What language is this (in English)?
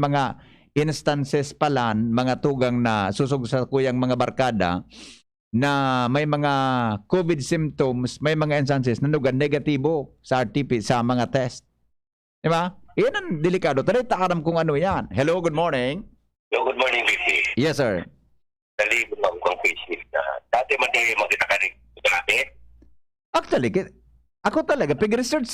Bikol